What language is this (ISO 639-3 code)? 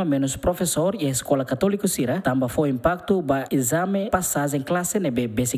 tet